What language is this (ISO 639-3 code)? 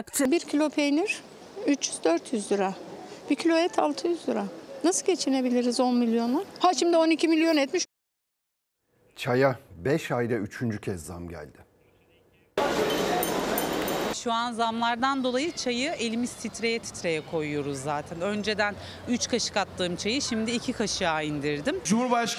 tur